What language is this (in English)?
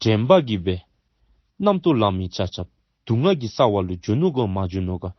Dzongkha